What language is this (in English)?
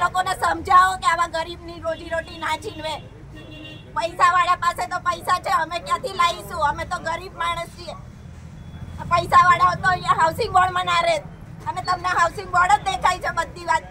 Gujarati